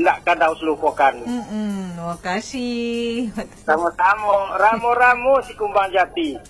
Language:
Minangkabau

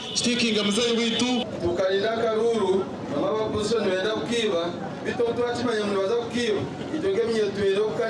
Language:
Nyankole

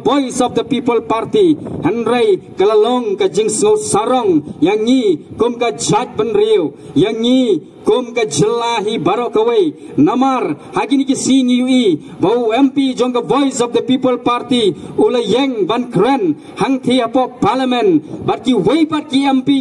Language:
Khasi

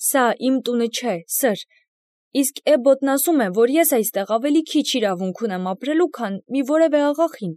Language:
Armenian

